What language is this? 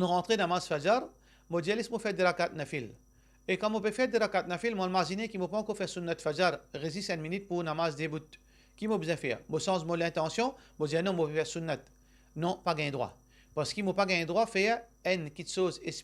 Morisyen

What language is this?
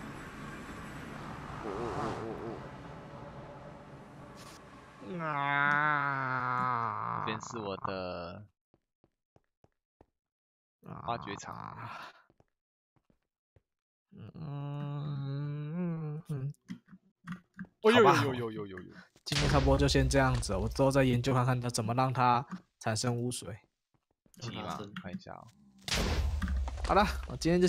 Chinese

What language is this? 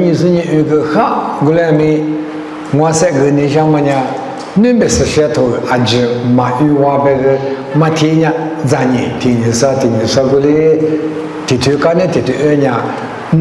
Lisu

